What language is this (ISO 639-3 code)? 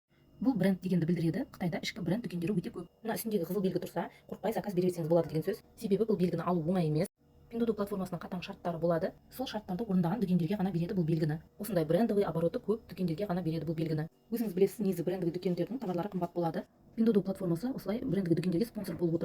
kaz